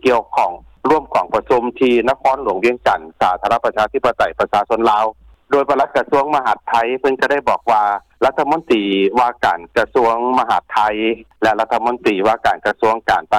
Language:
Lao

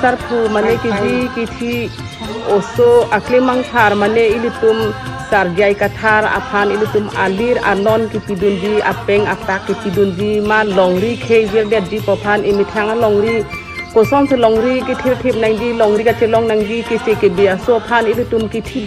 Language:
Karbi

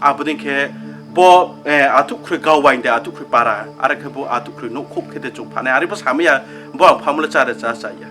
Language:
Riang (India)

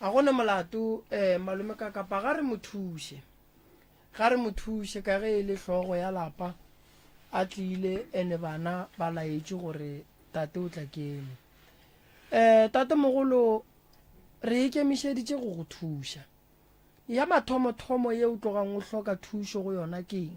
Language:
Northern Sotho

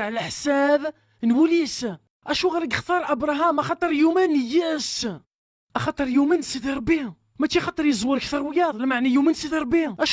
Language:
Kabyle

